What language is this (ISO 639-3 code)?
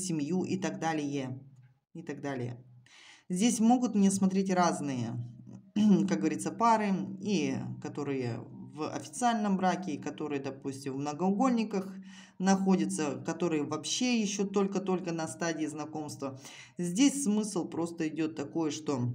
rus